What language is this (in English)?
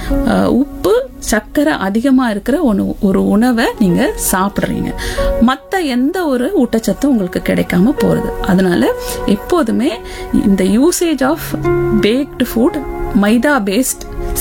Tamil